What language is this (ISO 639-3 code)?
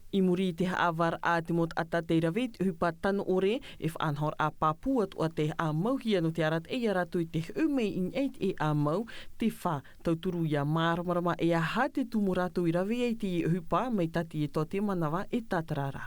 tah